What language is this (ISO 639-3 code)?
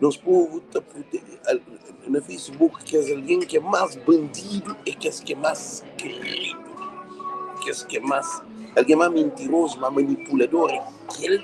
kea